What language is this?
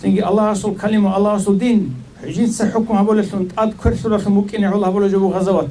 Avaric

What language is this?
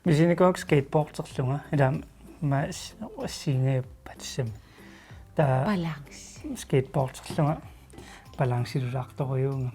Kalaallisut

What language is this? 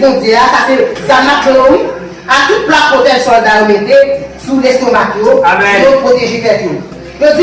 Haitian Creole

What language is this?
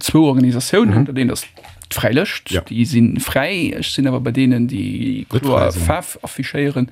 Luxembourgish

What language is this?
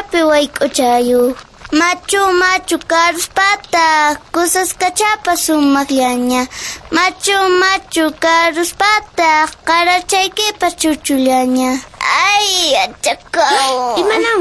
Quechua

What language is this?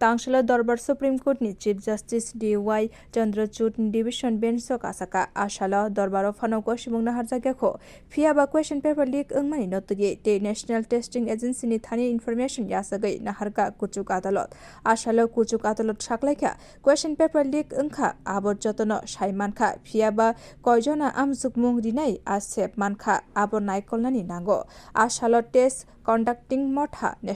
Kok Borok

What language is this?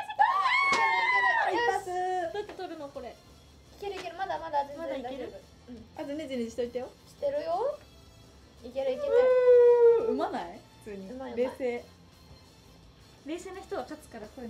Japanese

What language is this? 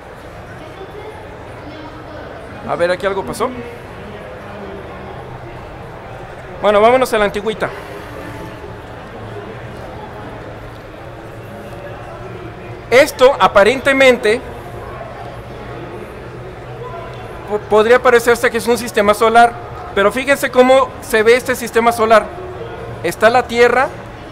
Spanish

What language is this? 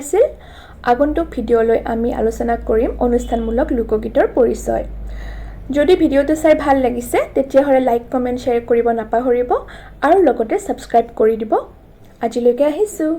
Assamese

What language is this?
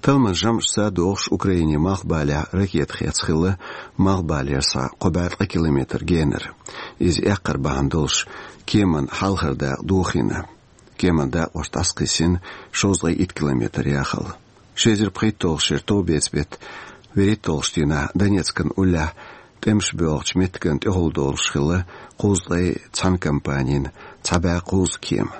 Chechen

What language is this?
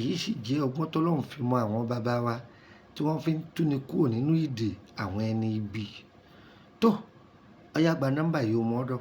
Yoruba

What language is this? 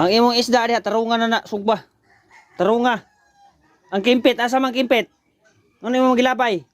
Cebuano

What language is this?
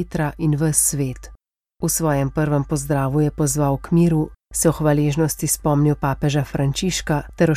Slovenian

